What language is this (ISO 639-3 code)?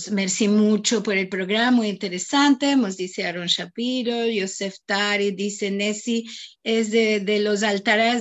lad